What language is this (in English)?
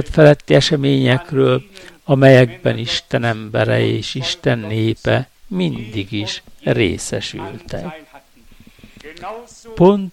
Hungarian